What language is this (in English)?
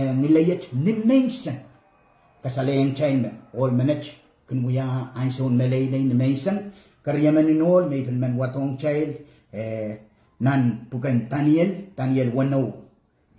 Pohnpeian